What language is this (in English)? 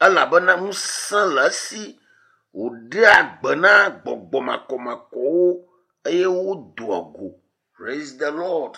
Ewe